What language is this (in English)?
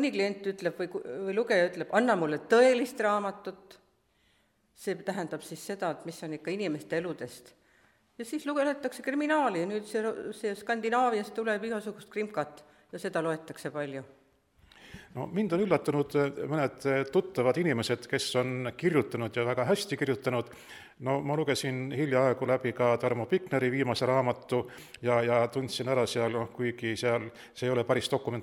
Estonian